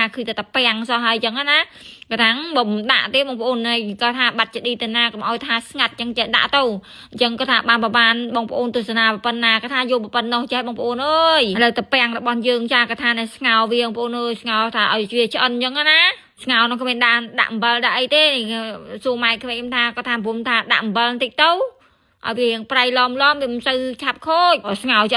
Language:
Khmer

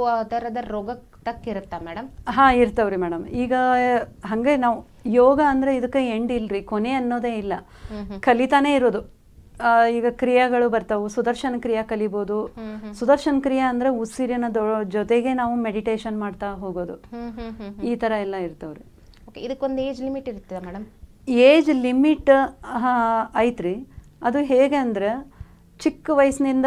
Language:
Kannada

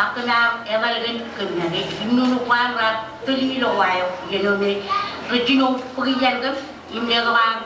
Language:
Marshallese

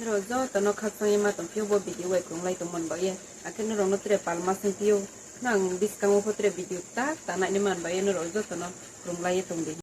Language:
Riang (India)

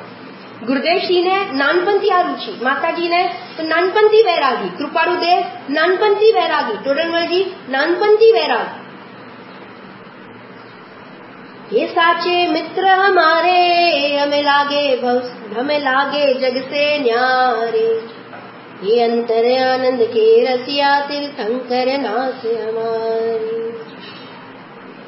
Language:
Gujarati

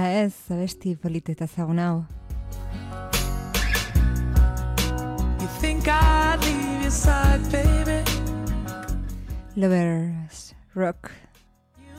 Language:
Basque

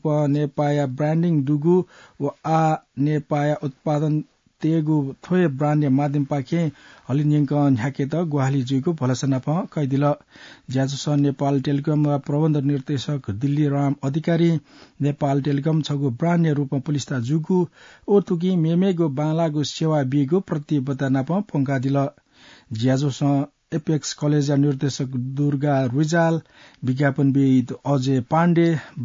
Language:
Newari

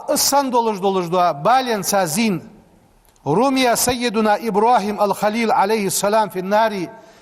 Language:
Ingush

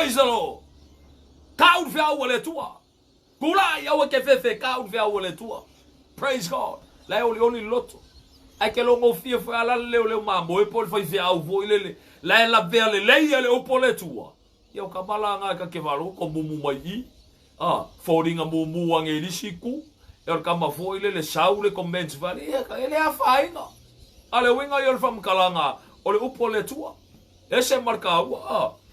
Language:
Samoan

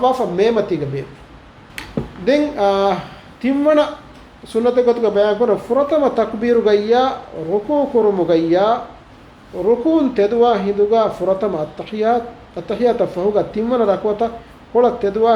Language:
Divehi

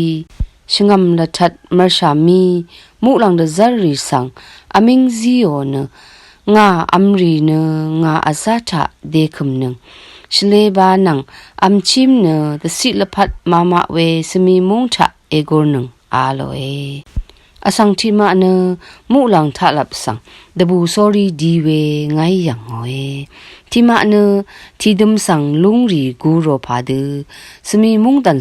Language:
Rawang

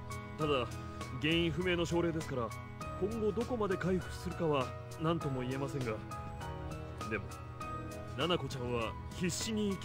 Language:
Japanese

